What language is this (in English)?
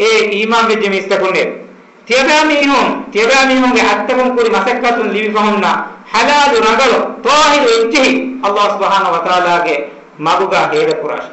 Divehi